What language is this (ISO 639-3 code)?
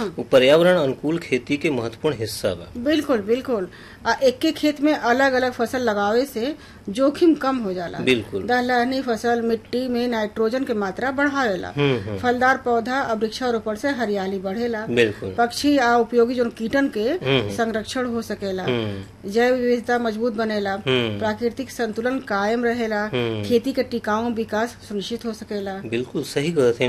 bho